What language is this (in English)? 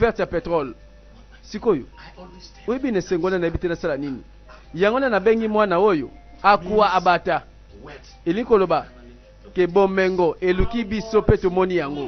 Lingala